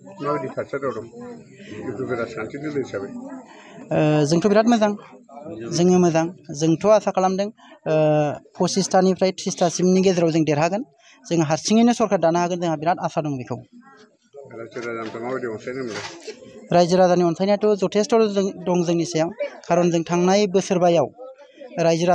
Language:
Bodo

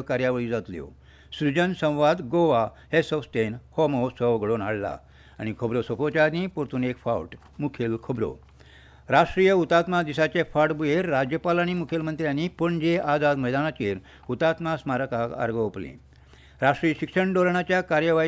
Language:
Konkani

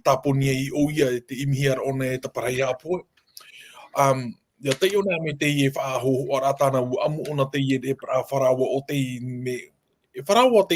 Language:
Tahitian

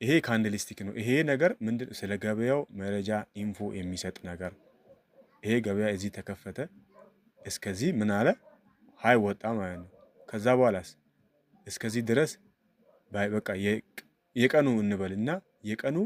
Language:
Amharic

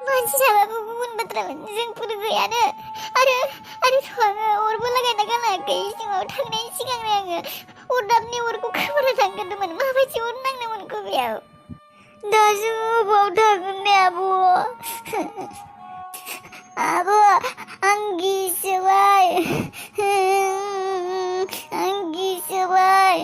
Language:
Bodo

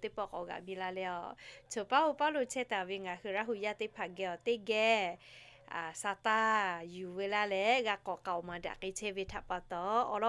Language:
Lahu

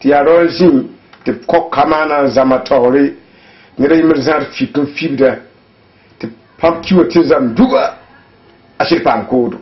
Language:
Mossi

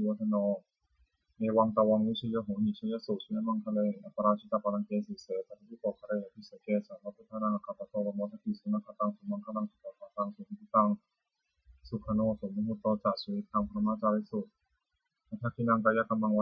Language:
Pali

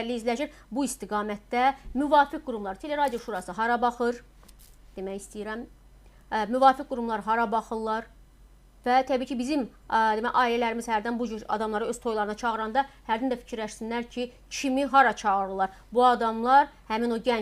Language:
Azerbaijani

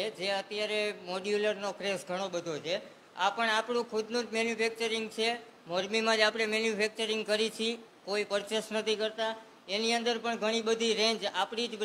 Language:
Gujarati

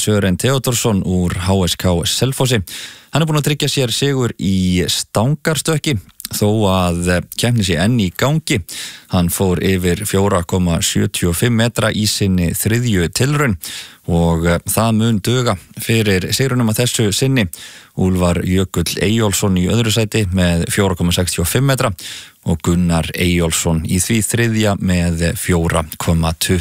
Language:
Icelandic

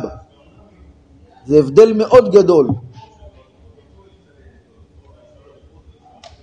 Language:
Hebrew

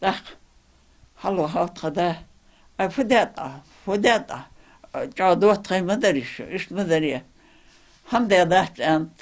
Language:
Ingush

